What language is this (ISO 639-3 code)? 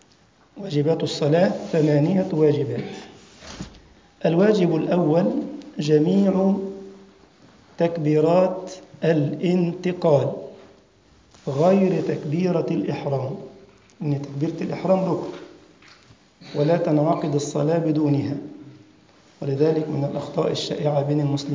ara